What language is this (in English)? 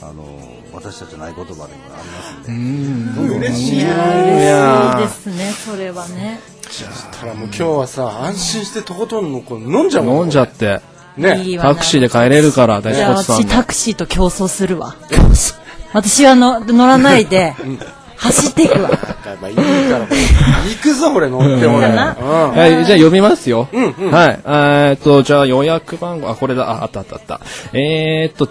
Japanese